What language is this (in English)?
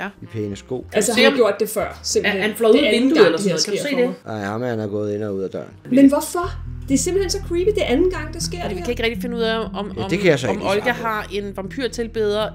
Danish